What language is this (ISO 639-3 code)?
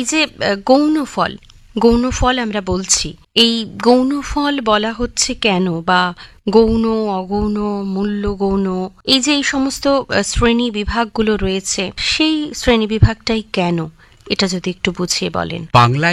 ben